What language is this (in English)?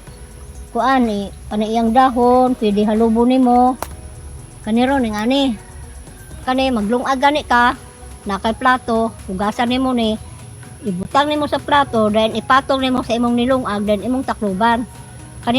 Cebuano